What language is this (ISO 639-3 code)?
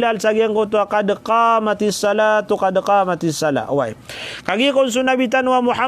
mrw